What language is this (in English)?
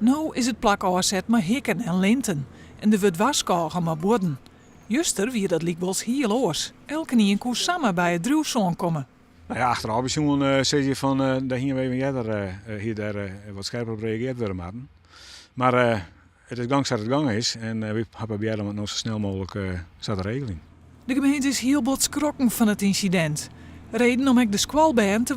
Western Frisian